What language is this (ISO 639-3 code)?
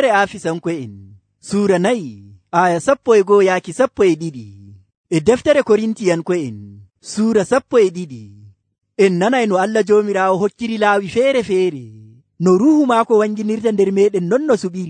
fuv